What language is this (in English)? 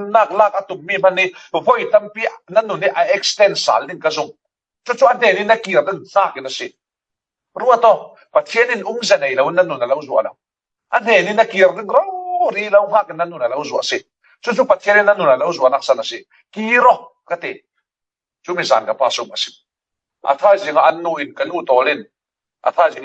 Falam Chin